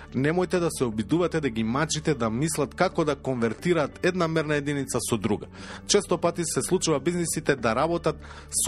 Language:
Macedonian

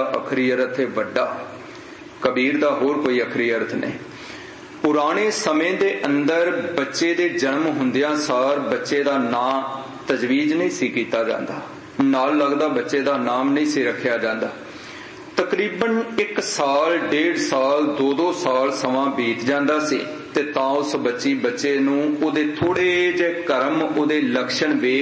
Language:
Punjabi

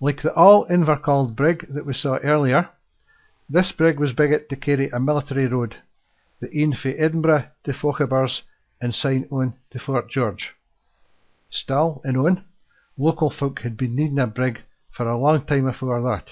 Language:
Scots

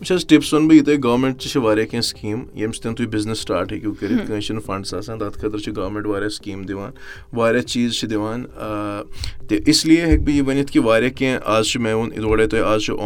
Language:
Kashmiri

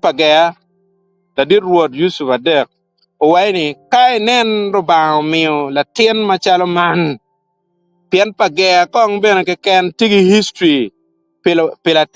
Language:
Acoli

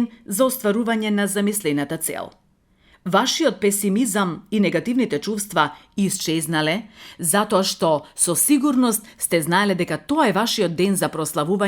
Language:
Macedonian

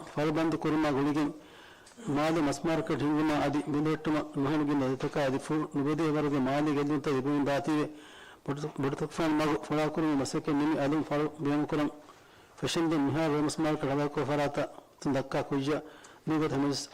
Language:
Divehi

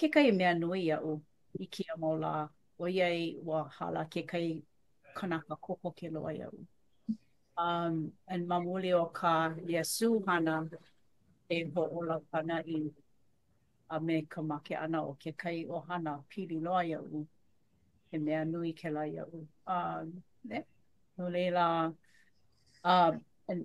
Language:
Hawaiian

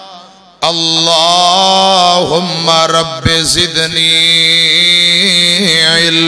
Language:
Urdu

